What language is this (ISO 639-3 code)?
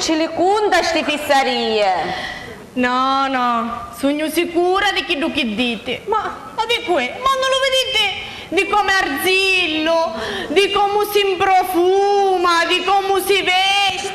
scn